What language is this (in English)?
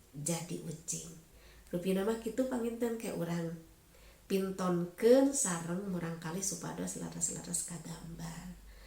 Sundanese